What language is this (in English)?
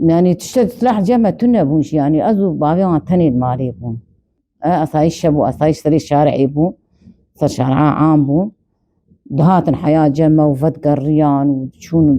Kurdish